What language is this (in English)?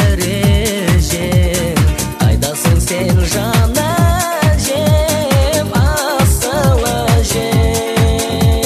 Kazakh